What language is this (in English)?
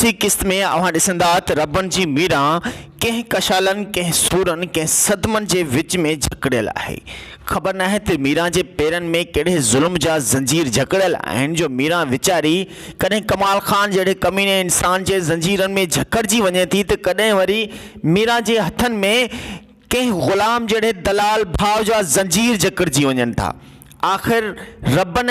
Sindhi